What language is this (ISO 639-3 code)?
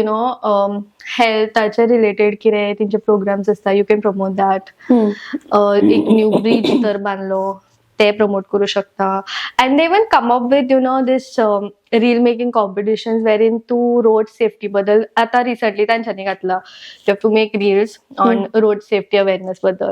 kok